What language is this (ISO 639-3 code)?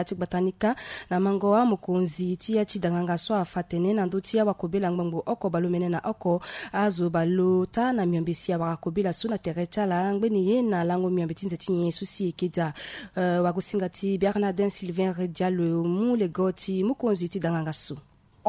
sag